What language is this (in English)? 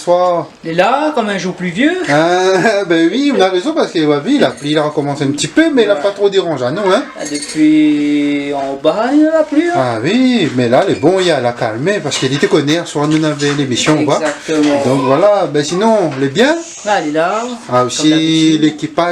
Réunion Creole French